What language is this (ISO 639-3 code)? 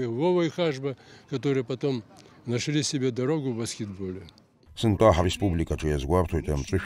abk